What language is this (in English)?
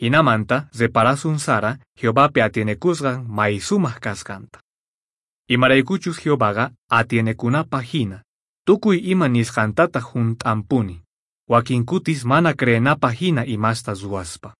Quechua